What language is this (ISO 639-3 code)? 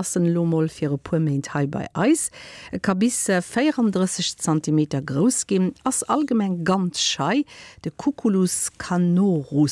ltz